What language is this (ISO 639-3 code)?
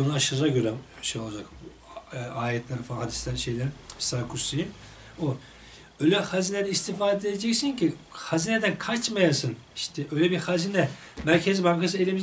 tur